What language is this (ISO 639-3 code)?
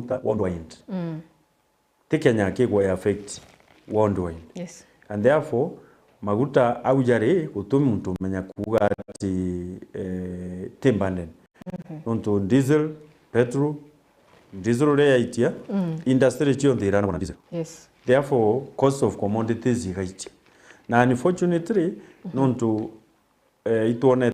mer